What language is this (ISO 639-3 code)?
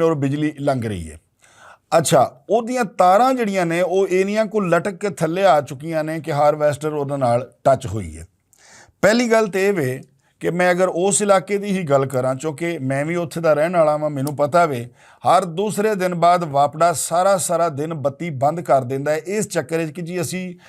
lah